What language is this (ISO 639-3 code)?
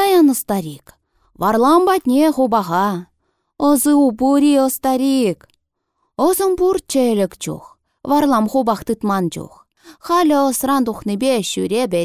chv